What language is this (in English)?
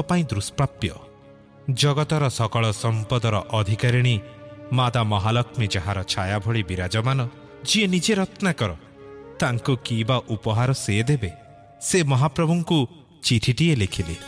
Odia